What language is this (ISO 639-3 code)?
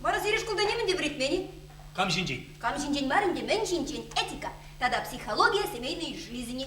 chv